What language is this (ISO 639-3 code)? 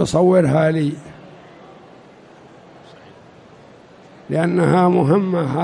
ara